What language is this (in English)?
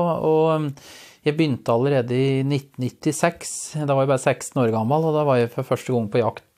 Norwegian